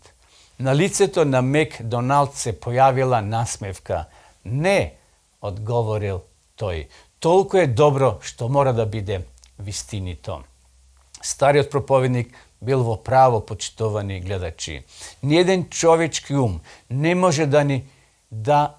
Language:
Macedonian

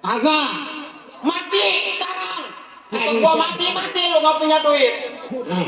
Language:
Betawi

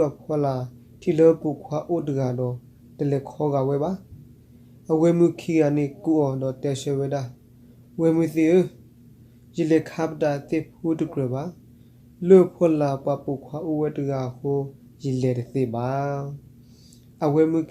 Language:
S'gaw Karen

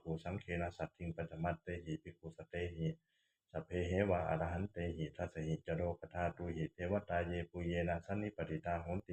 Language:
Pali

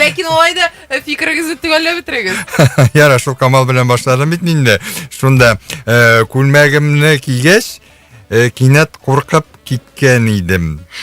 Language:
Tatar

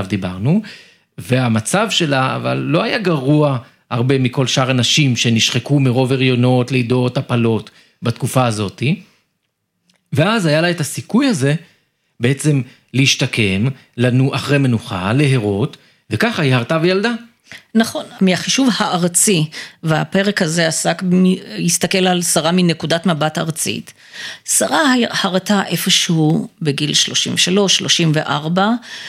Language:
Hebrew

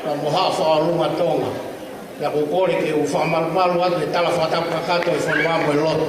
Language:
Tongan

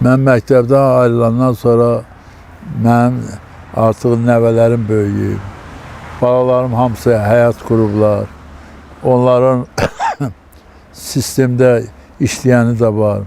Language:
Azerbaijani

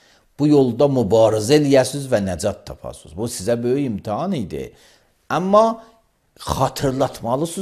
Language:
Azerbaijani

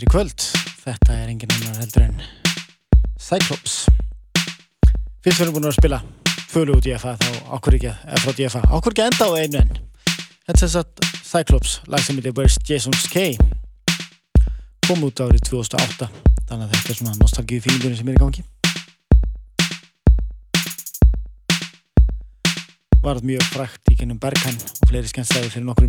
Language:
Icelandic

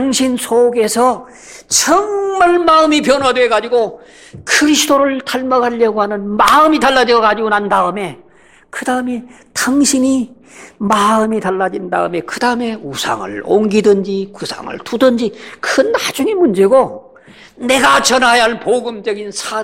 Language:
Korean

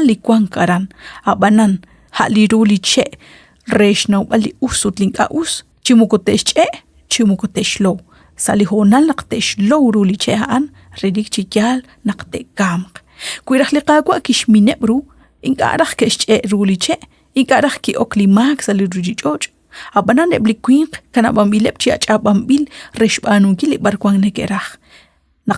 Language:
Kekchí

